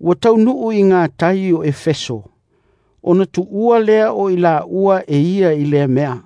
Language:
Samoan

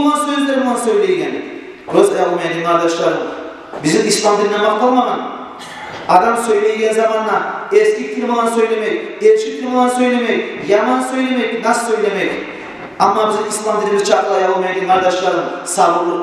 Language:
Kumyk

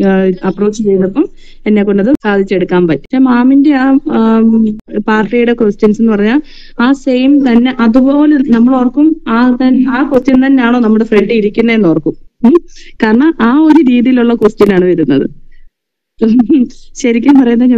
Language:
Malayalam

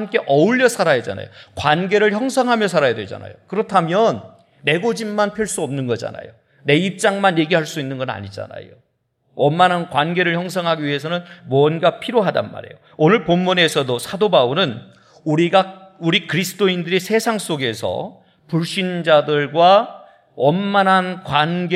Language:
Korean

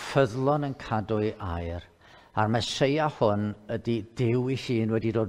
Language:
Welsh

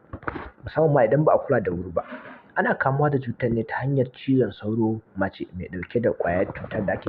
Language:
Hausa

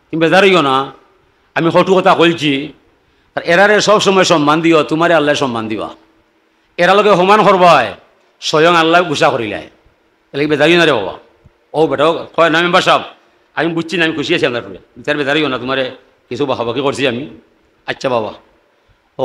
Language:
Sylheti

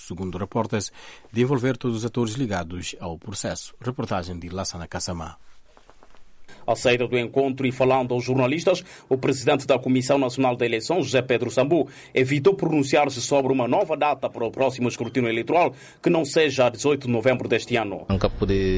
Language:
Portuguese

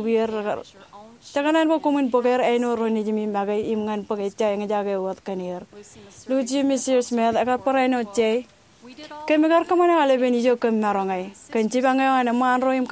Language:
Marshallese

